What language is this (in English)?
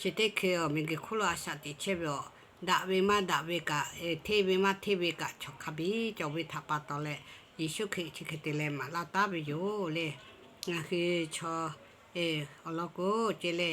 Lahu